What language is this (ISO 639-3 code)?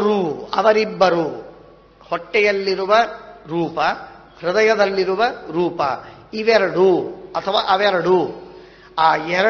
kan